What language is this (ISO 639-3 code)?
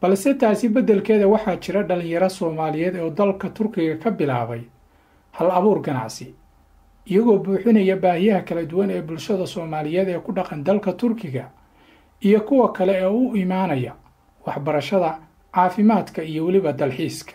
som